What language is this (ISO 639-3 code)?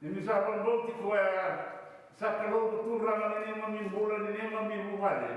fij